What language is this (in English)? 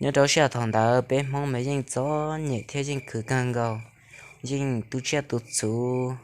Hmong